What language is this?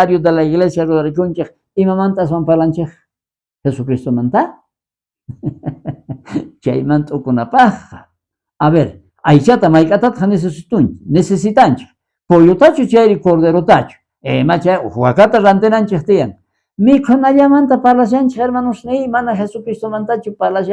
South Bolivian Quechua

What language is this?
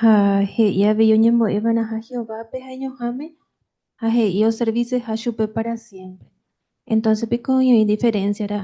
Guarani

